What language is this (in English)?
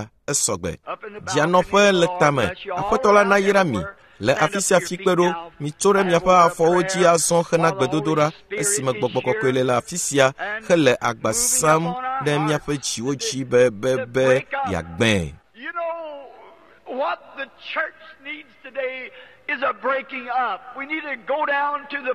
Ewe